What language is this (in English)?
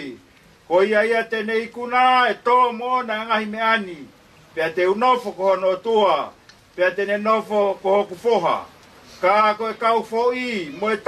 Tongan